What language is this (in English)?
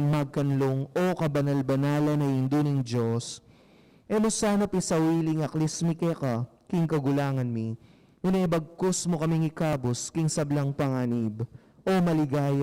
Pampanga